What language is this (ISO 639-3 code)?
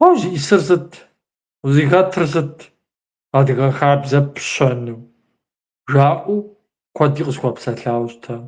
kbd